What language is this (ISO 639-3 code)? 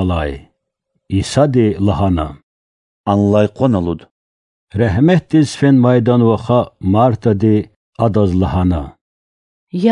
lez